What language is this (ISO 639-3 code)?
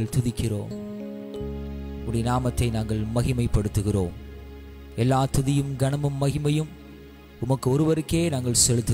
tam